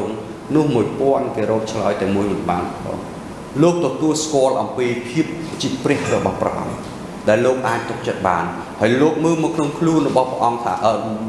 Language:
Khmer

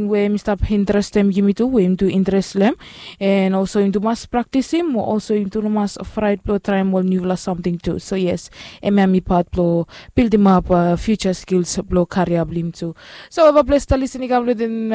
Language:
Bislama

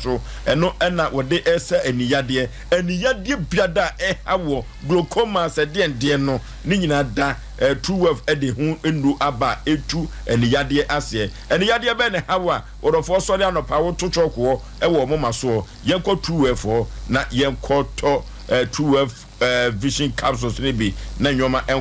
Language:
Akan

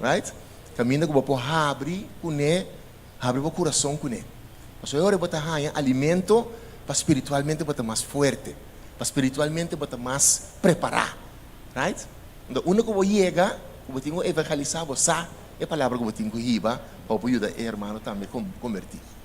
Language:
Papiamento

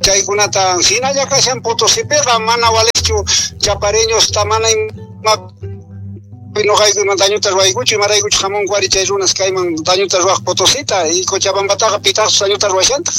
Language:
South Bolivian Quechua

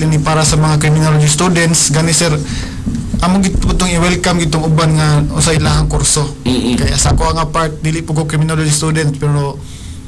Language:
Cebuano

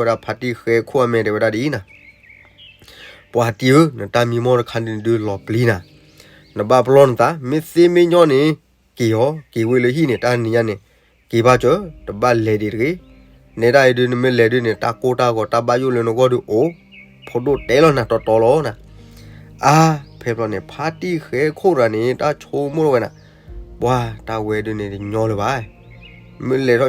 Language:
S'gaw Karen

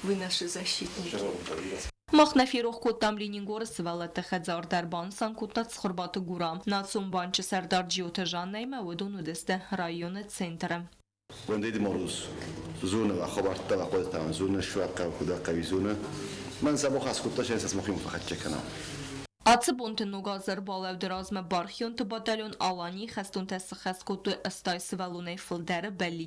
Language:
Ossetic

